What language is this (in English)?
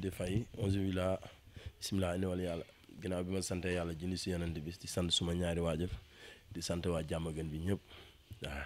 Wolof